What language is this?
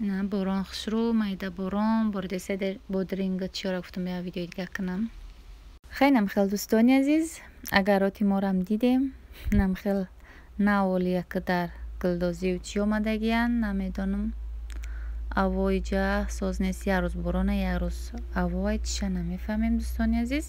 Tajik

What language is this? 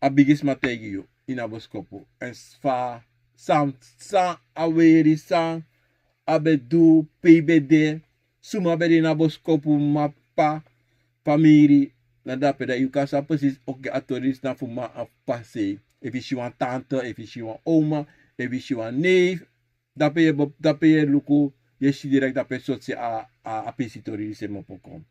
Sranan Tongo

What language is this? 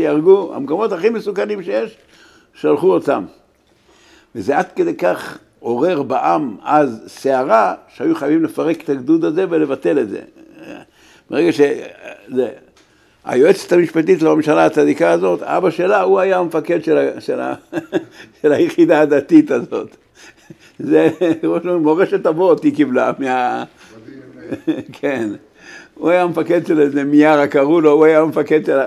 Hebrew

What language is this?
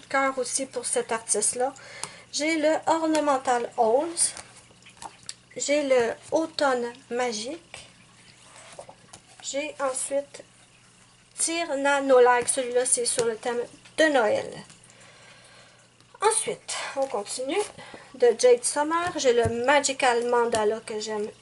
French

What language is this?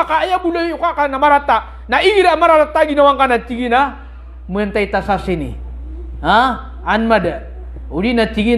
Maranao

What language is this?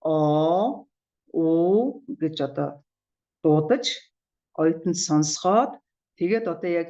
Mongolian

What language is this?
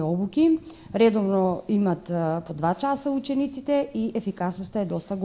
Macedonian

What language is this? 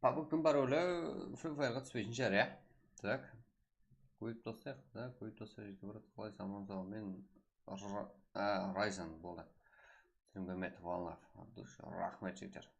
Kara-Kalpak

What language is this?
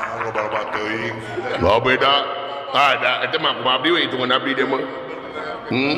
Sundanese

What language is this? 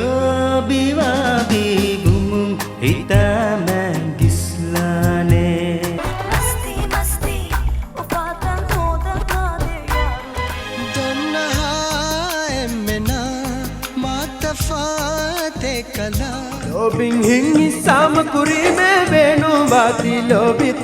Divehi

